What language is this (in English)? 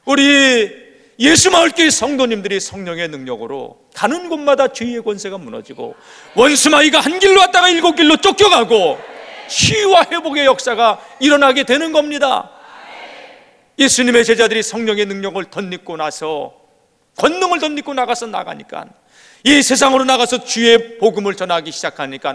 Korean